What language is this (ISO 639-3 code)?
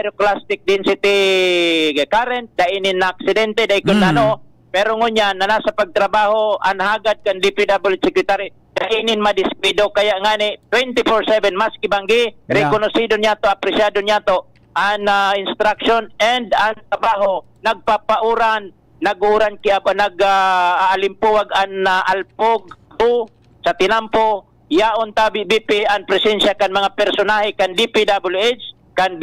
bik